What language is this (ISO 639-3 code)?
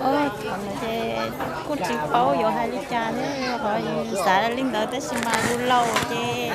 hmn